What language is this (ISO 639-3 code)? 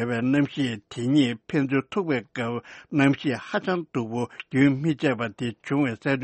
bod